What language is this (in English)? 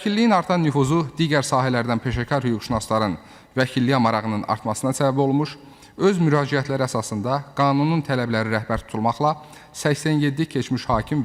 Azerbaijani